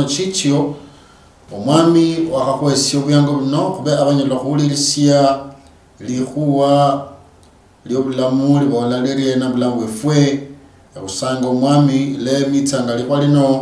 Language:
Luyia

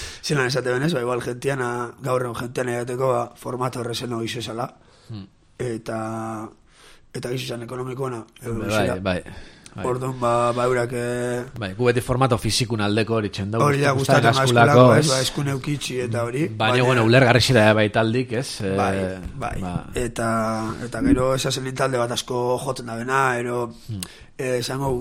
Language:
Basque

